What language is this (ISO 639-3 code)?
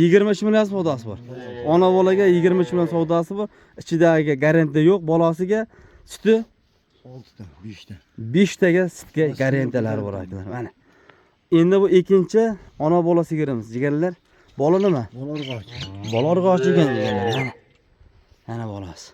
uzb